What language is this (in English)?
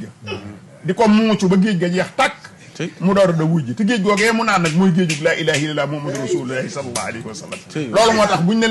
Wolof